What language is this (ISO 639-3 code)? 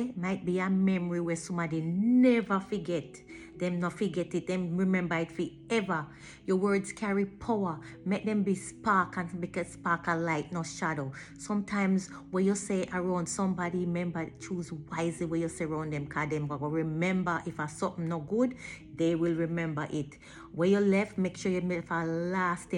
jam